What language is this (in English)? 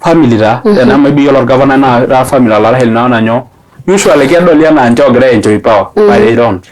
Masai